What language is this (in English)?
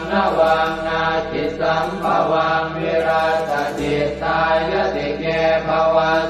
Pali